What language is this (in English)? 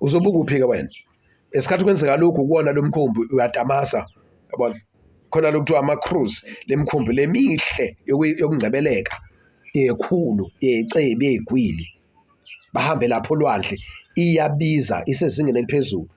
Zulu